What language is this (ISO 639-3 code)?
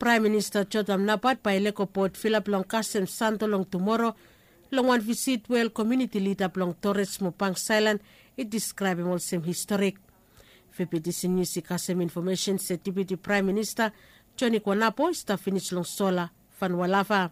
bis